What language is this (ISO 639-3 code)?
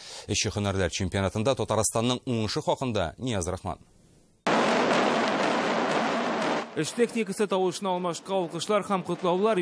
tat